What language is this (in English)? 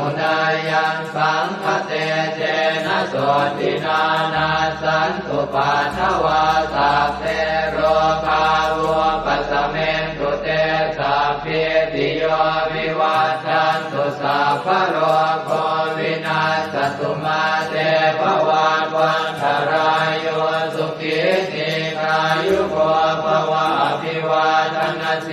Pali